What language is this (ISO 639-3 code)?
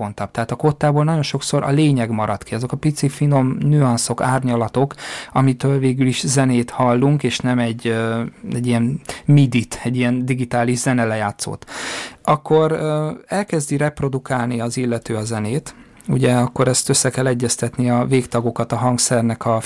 hun